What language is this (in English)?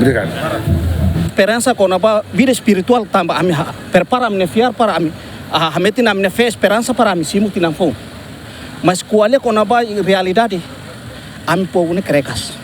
Tetum